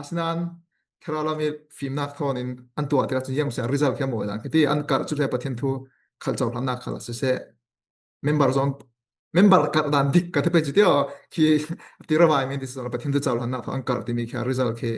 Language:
Falam Chin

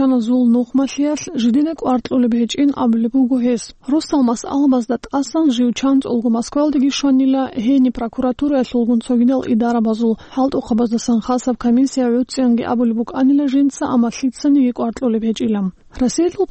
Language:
Avaric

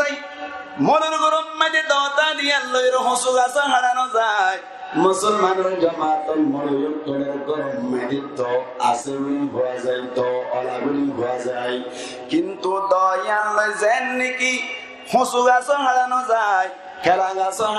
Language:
Rohingya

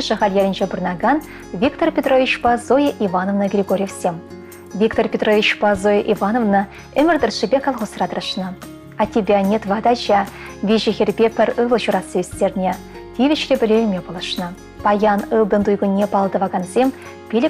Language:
Chuvash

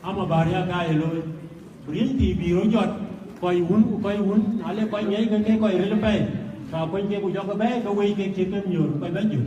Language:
Dinka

